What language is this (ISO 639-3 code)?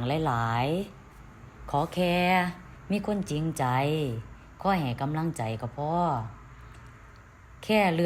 lao